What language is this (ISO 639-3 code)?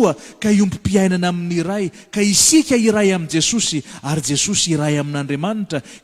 mlg